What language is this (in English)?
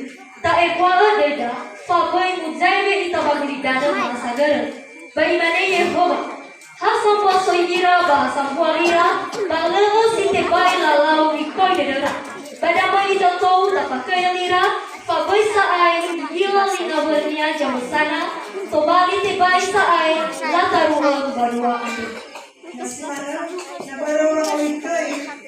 Nias